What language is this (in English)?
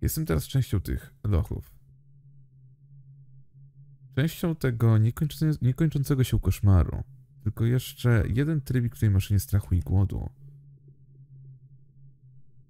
Polish